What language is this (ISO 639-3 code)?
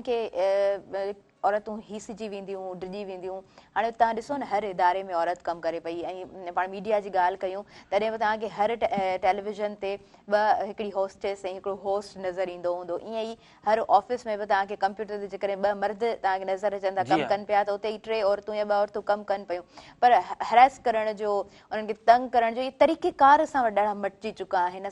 snd